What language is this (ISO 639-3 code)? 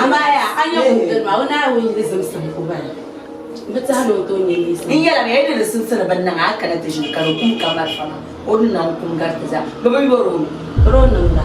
dag